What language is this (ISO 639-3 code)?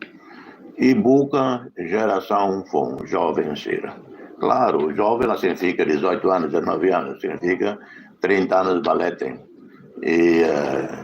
tet